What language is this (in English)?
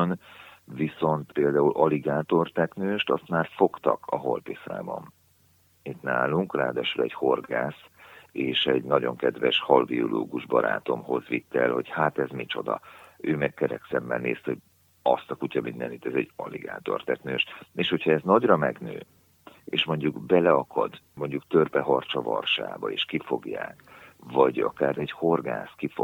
Hungarian